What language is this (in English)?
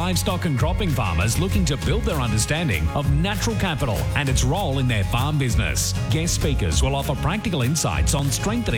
English